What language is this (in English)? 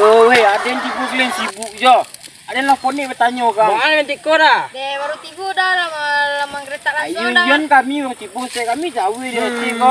Minangkabau